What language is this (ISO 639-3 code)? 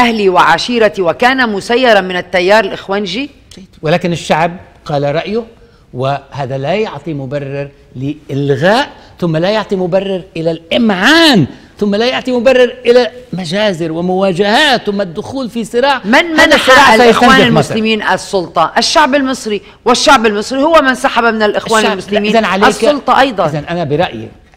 ara